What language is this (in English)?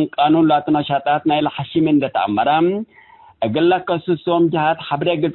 Tigre